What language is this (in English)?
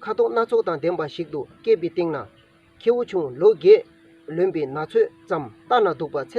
Tibetan